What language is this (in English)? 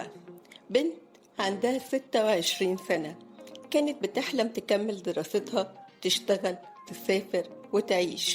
Egyptian Arabic